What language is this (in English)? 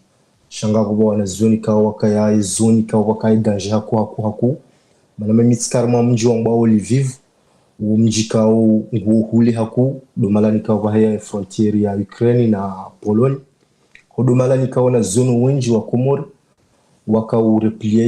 Ngazidja Comorian